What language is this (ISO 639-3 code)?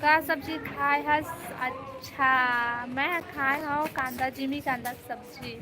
hne